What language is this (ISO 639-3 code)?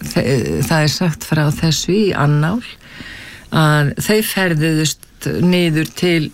isl